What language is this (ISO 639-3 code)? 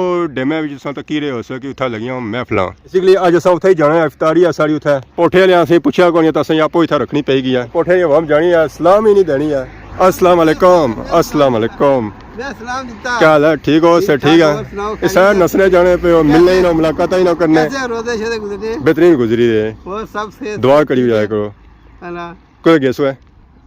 phr